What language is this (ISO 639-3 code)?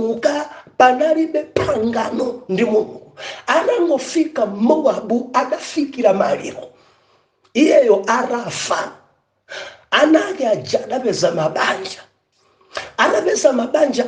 nya